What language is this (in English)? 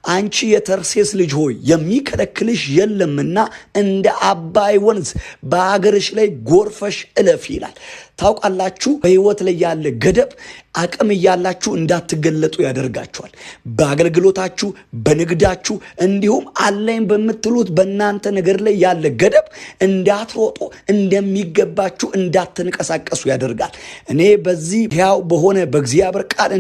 Amharic